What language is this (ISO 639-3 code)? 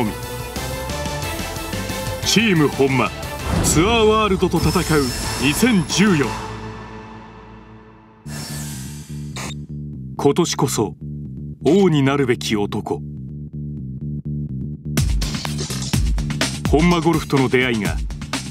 jpn